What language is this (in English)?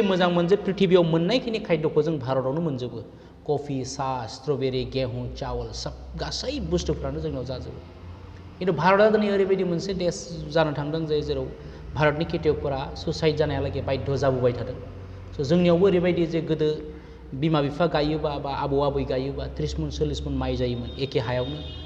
Bodo